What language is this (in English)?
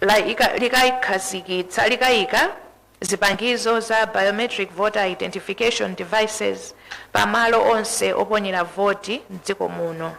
Nyanja